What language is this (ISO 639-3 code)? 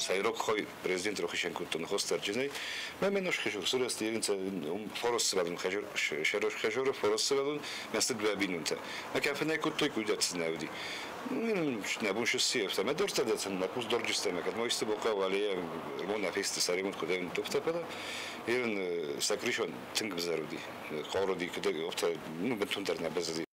oss